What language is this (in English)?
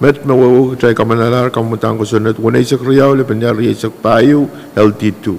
Pohnpeian